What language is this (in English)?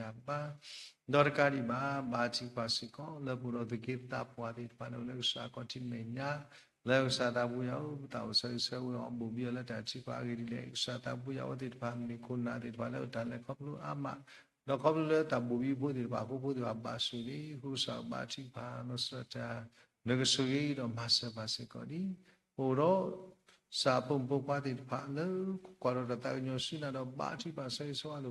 S'gaw Karen